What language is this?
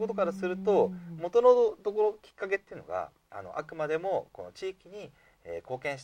Japanese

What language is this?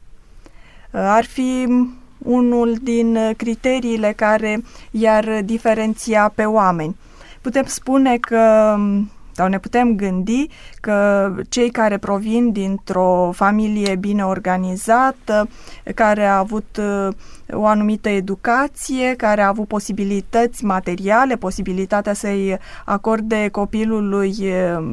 Romanian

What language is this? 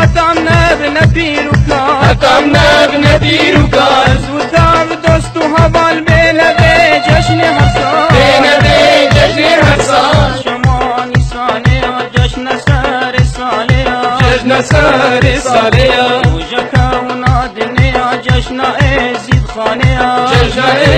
Persian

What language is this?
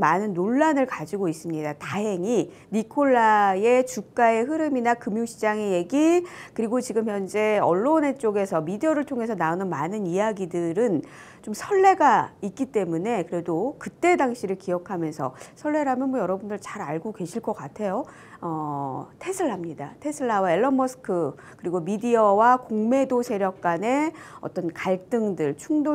Korean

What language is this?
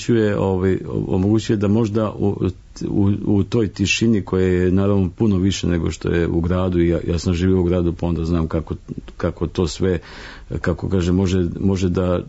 Serbian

